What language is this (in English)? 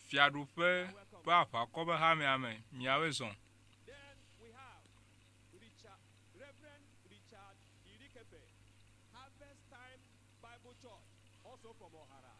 Ewe